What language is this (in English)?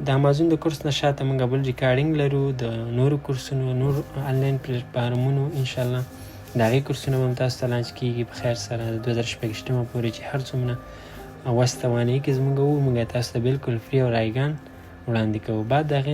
Pashto